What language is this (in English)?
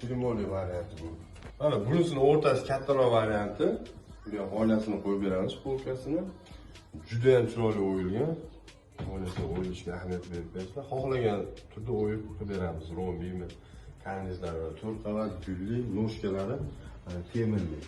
Uzbek